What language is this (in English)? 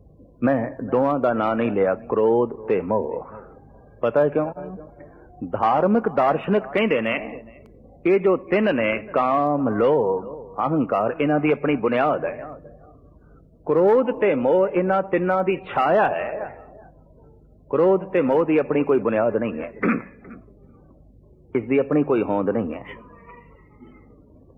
Punjabi